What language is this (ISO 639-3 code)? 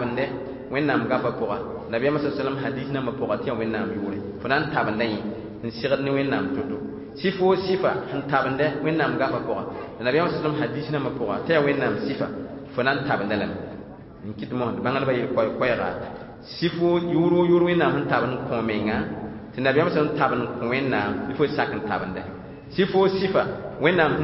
mos